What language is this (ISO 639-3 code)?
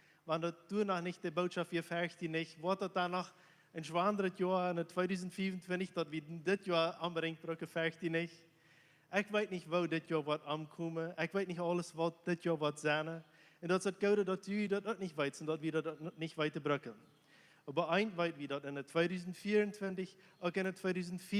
pdt